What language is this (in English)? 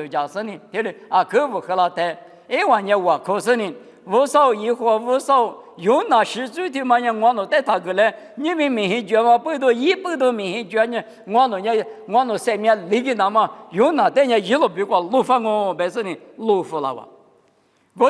Lisu